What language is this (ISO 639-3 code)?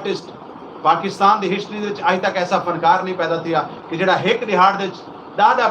skr